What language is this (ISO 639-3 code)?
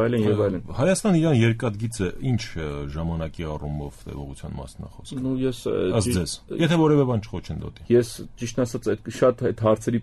hye